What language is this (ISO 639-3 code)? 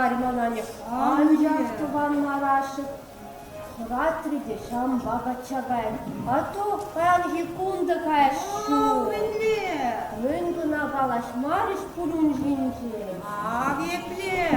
chv